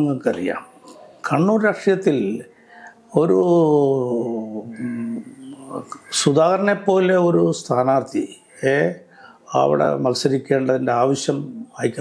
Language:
Malayalam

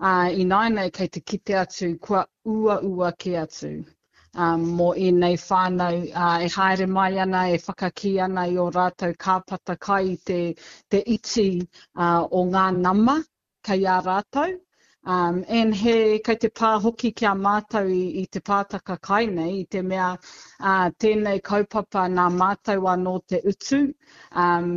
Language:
Māori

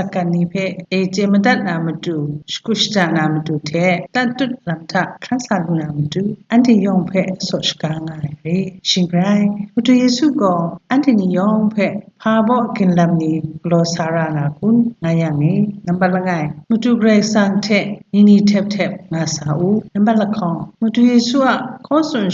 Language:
Kachin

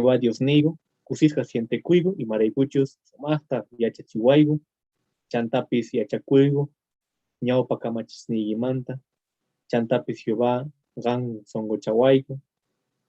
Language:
Quechua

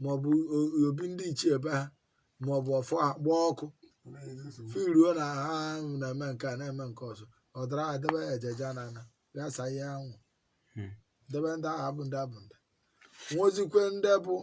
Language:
Igbo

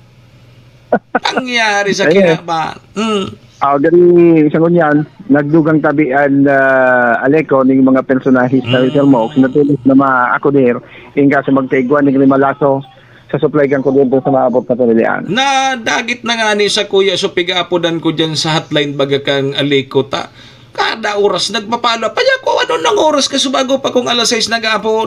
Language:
Bikol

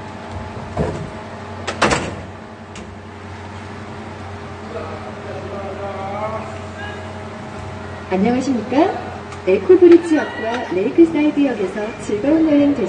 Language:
Korean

